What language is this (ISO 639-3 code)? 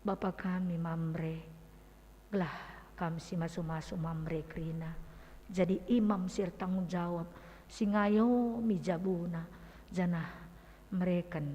btx